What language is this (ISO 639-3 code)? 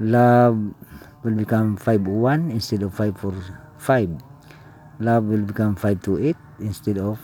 ceb